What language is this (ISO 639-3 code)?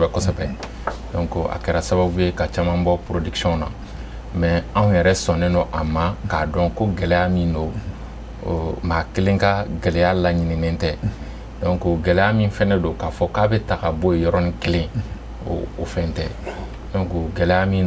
bam